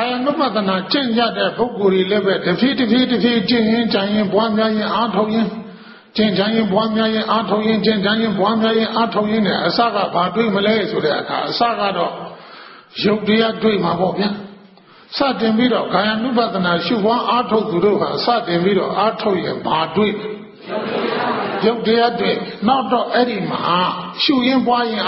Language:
Burmese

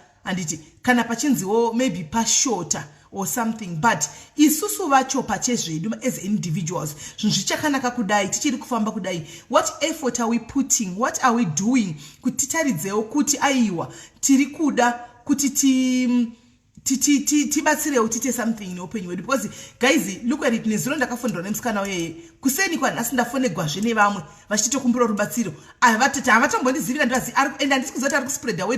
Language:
Shona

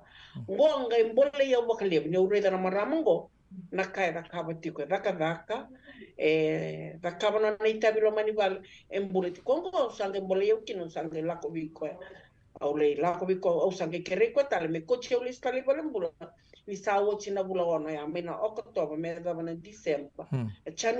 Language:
Fijian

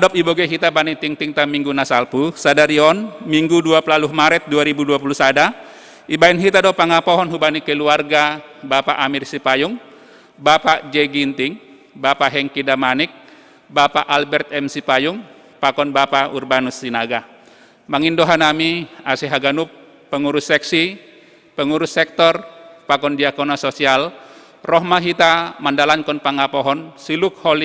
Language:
Batak Simalungun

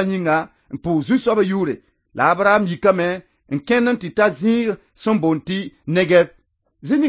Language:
Mossi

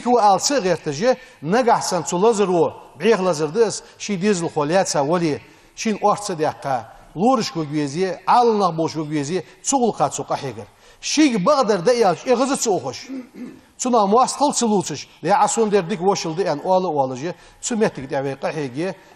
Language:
Ingush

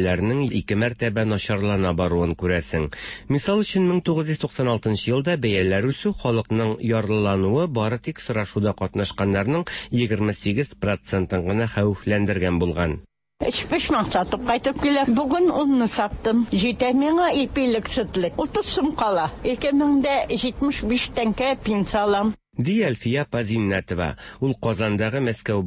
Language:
Tatar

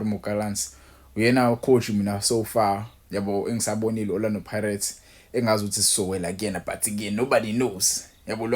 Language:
Zulu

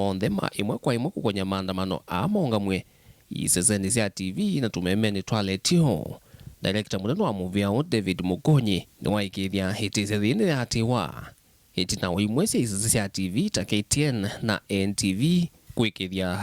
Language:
Kamba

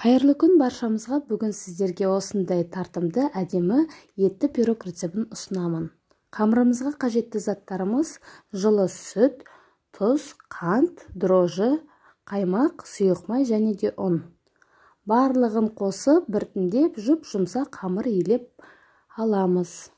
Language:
Kazakh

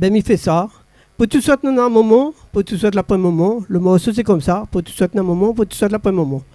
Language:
Réunion Creole French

